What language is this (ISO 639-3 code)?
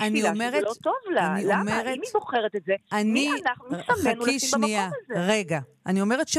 heb